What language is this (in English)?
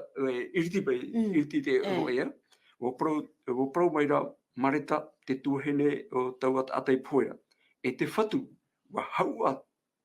Tahitian